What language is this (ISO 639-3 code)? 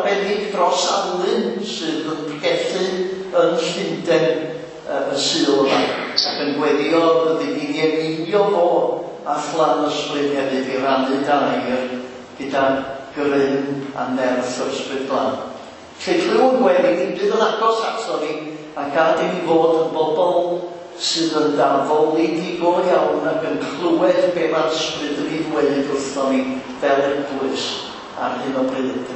cym